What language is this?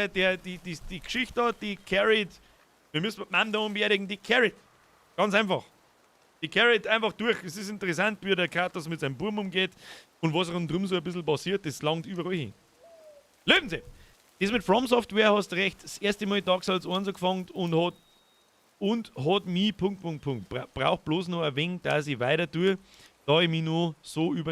Bavarian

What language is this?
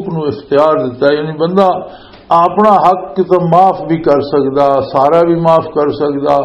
Western Panjabi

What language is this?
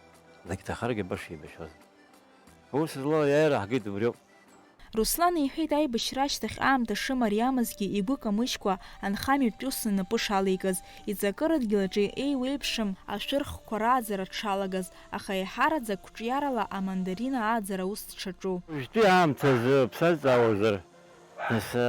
Abkhazian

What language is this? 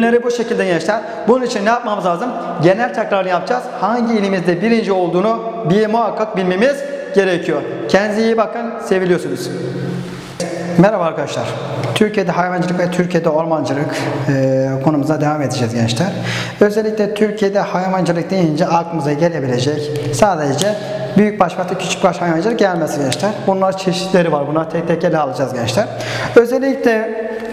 Turkish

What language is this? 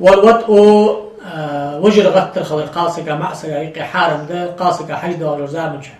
Ingush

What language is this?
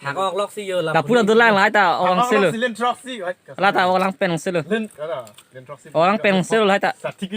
Karbi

